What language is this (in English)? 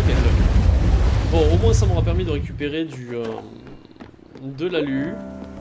French